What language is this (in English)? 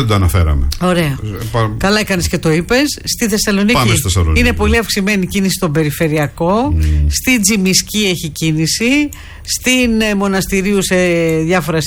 Greek